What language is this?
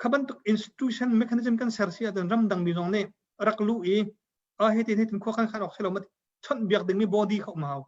Hakha Chin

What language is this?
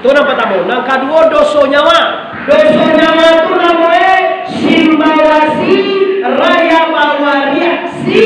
Minangkabau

